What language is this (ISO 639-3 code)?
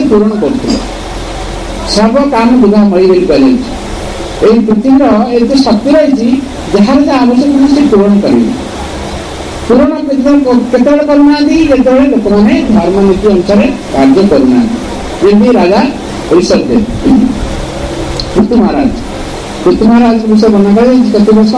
ori